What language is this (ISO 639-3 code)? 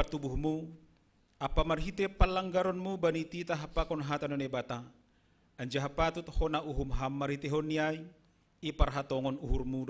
bts